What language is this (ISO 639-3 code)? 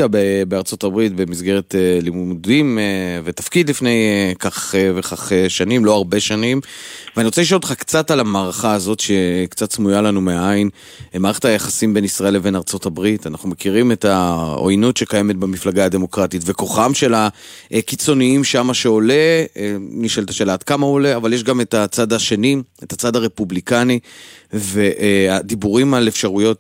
heb